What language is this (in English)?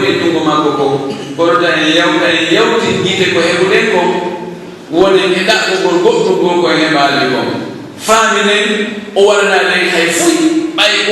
Pular